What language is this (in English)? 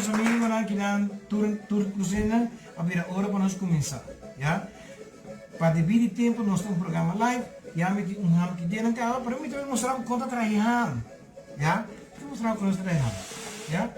Papiamento